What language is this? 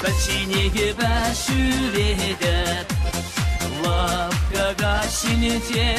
Chuvash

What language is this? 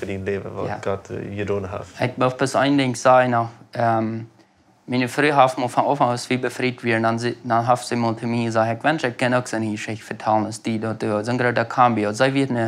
Plautdietsch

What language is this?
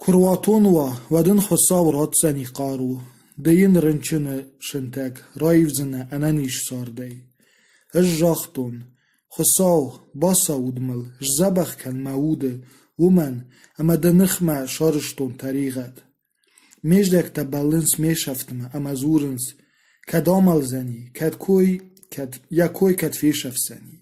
Ossetic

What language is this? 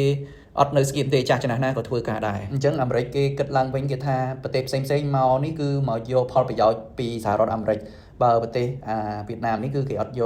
Khmer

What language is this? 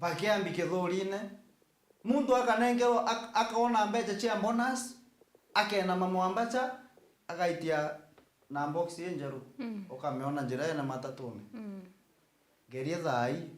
Meru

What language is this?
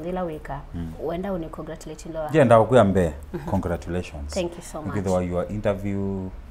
Kamba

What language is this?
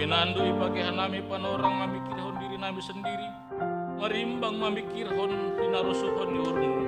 Batak Simalungun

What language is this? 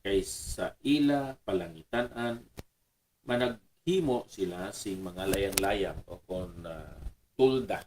Hiligaynon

